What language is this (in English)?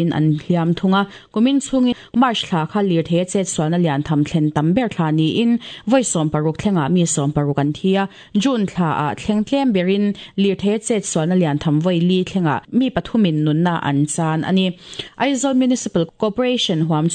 Mizo